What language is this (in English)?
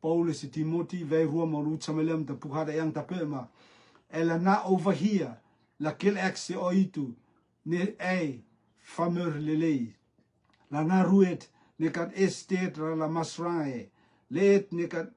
Rotuman